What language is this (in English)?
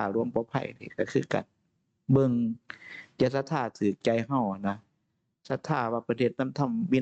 Northeastern Thai